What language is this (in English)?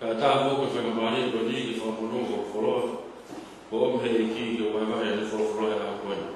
Tongan